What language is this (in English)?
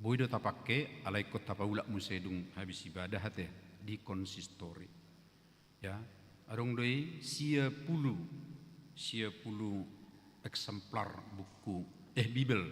Batak Toba